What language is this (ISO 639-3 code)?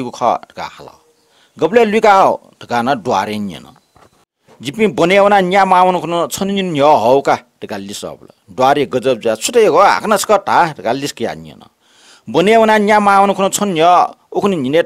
new